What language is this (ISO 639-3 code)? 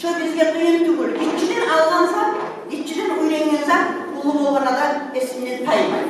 kum